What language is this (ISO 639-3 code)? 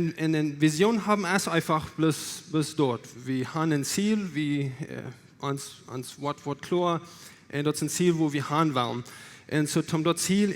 pdt